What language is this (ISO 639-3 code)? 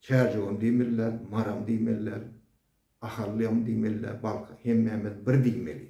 tuk